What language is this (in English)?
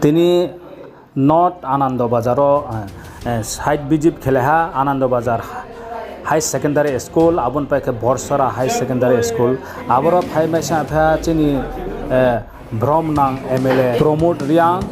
Riang (India)